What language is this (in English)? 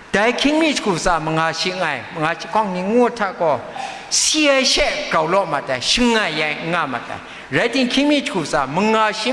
Kachin